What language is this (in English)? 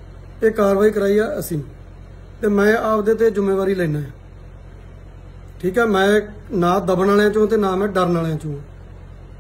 Punjabi